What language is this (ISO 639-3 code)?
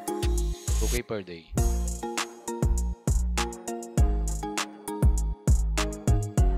fil